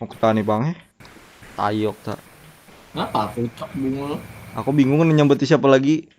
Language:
Banjar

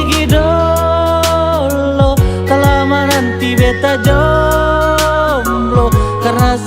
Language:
Ambonese Malay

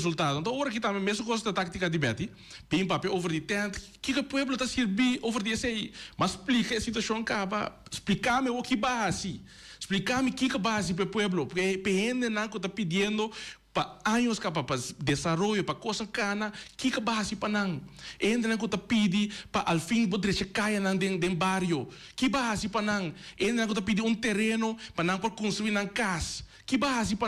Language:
Papiamento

